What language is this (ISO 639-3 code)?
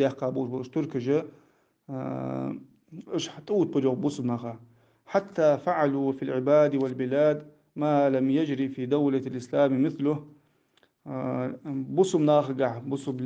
inh